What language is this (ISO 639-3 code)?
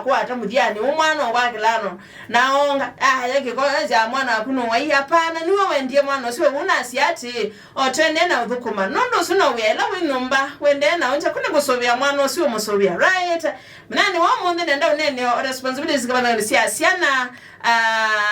kam